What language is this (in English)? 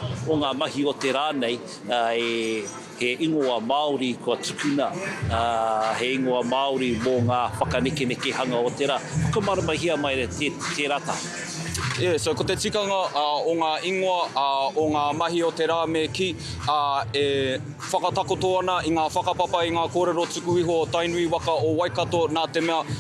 Māori